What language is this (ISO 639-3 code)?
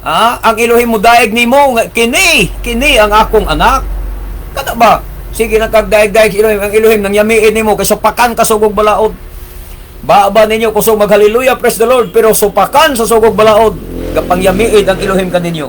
ceb